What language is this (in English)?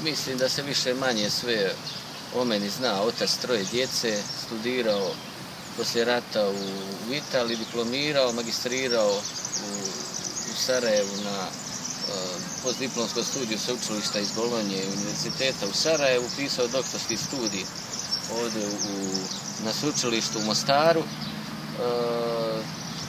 Croatian